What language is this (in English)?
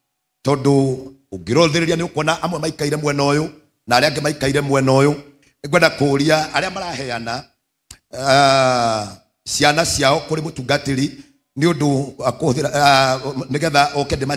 Kikuyu